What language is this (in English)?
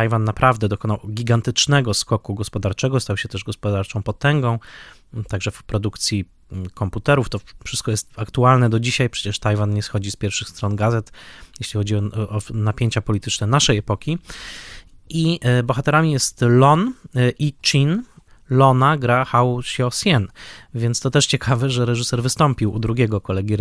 Polish